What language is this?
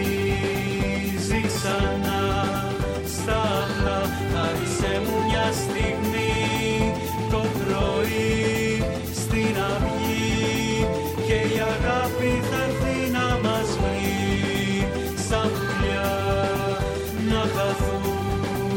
Greek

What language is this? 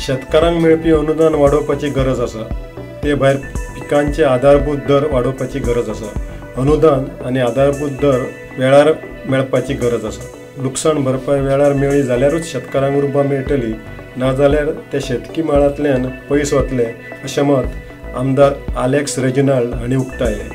Konkani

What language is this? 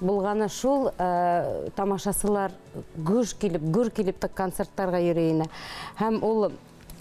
Bashkir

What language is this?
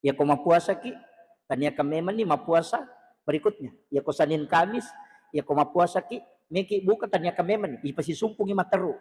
Buginese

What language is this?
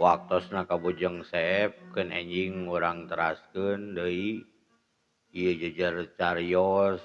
Sundanese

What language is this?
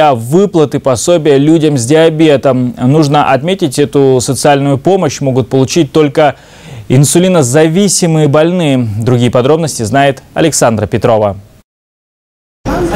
Russian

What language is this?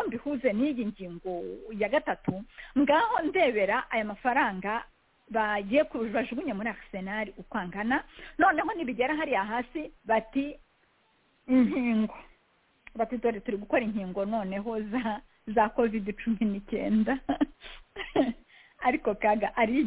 Kinyarwanda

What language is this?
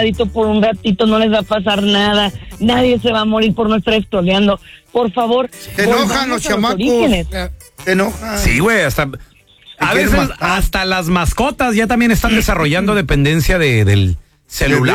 Spanish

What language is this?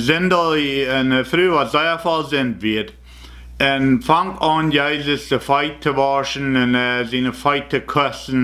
Plautdietsch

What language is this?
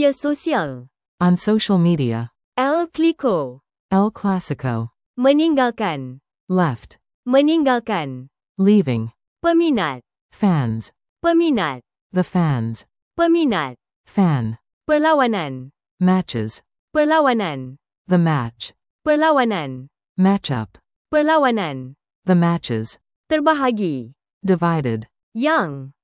Malay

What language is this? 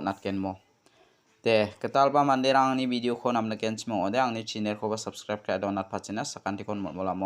Garo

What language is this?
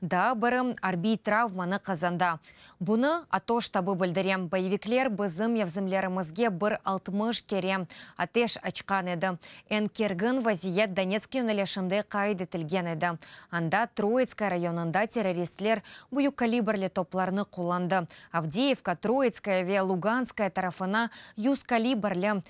Crimean Tatar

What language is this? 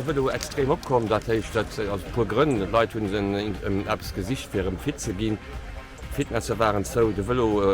Luxembourgish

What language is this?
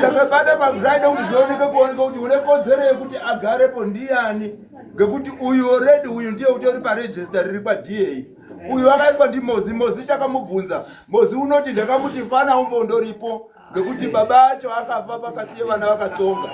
Shona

